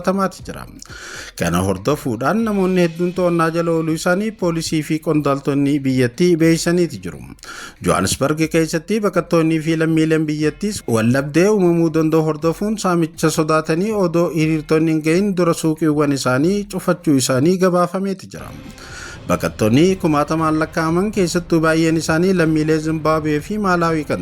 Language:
Oromo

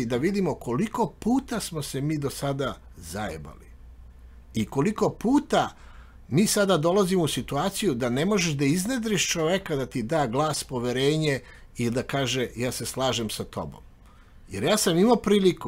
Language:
Serbian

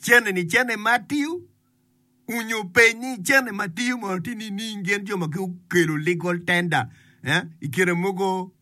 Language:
Acoli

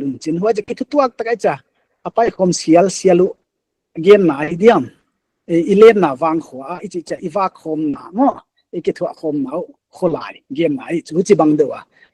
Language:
Paite Chin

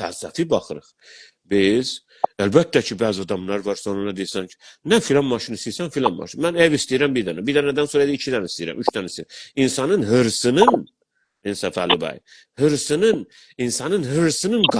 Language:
South Azerbaijani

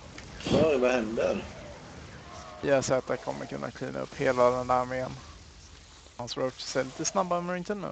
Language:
Swedish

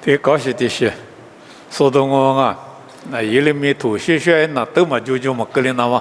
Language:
Lisu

